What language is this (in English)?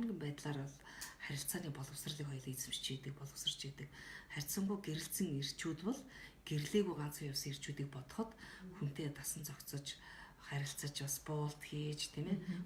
Mongolian